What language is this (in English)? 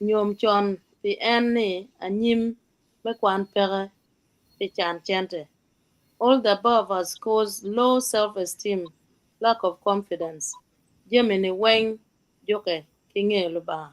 Acoli